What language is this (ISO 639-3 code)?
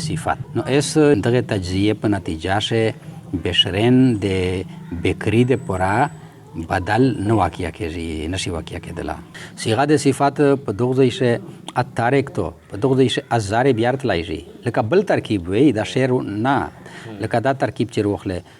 pus